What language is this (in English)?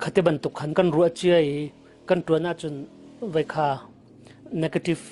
Hakha Chin